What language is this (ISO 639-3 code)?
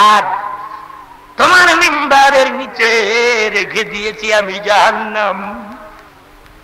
ben